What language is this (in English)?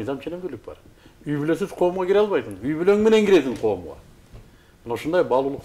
Kyrgyz